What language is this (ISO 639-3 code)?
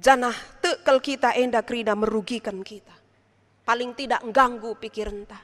btx